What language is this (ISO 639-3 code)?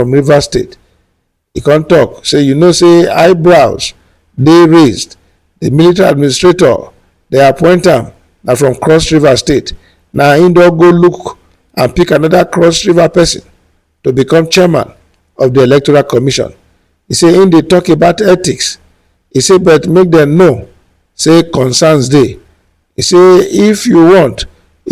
pcm